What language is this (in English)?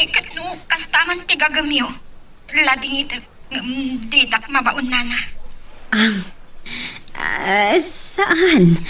Iloko